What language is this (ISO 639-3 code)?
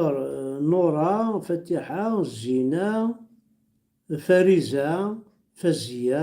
kab